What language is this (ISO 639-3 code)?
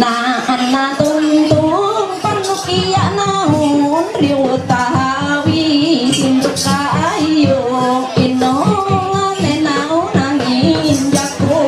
mhy